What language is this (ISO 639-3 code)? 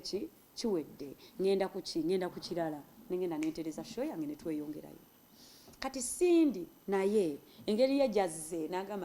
lug